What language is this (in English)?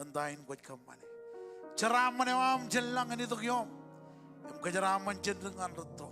Marshallese